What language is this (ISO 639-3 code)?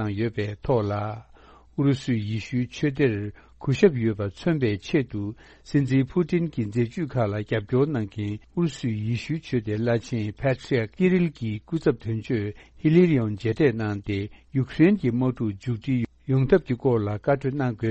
bod